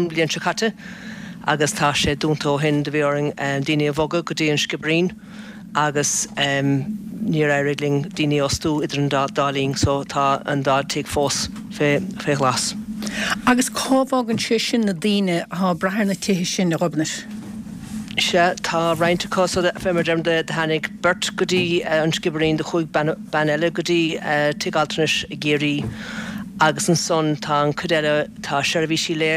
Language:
Irish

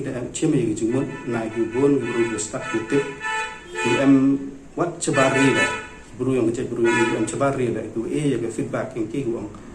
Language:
Pnar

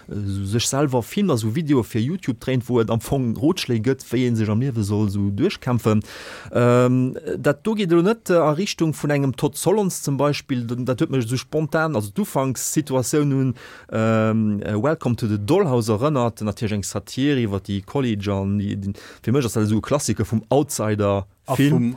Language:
Luxembourgish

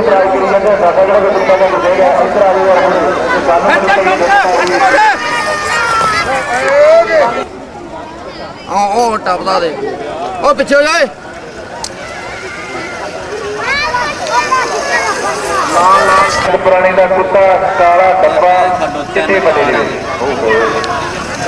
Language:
Punjabi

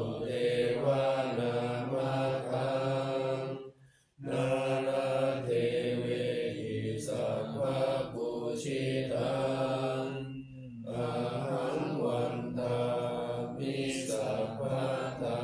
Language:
Pali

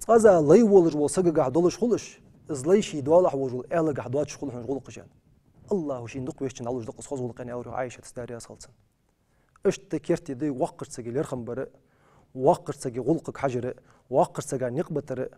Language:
Ingush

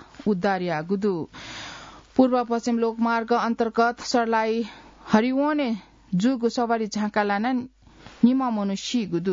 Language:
Newari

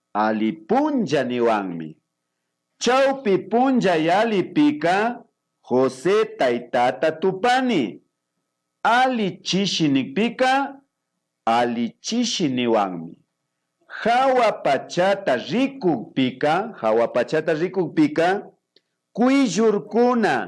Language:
Imbabura Highland Quichua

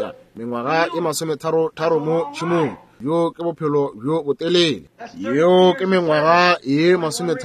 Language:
Northern Sotho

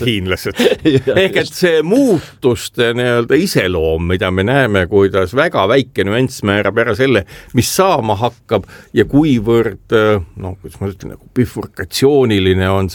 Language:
Estonian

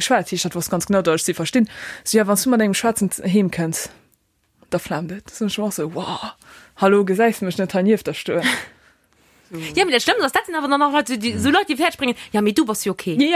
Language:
Luxembourgish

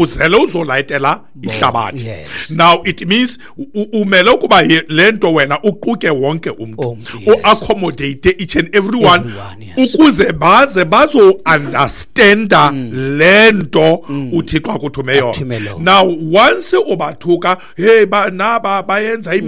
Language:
Xhosa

